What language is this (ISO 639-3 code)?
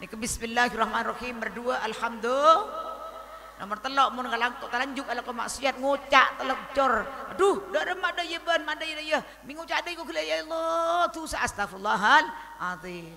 mad